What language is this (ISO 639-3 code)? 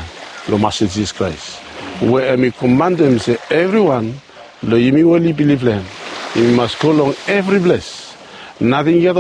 bis